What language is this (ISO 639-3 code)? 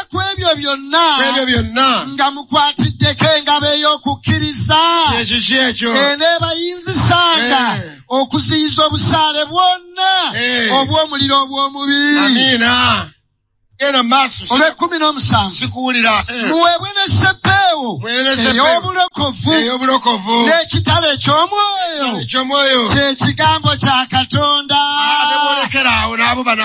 lug